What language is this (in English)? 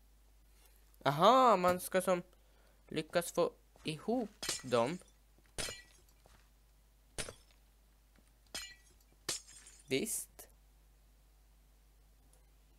Swedish